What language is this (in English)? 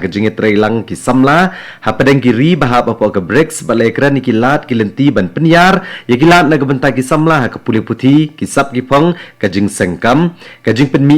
Khasi